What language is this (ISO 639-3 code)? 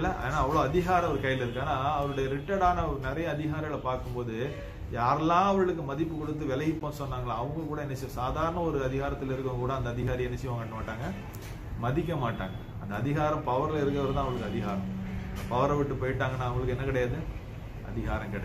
tam